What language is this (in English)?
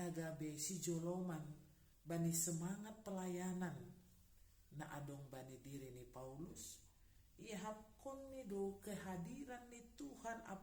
Batak Simalungun